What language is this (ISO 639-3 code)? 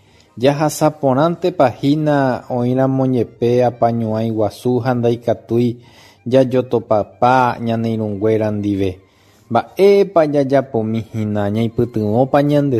grn